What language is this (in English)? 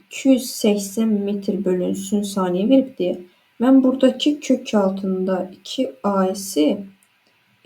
Azerbaijani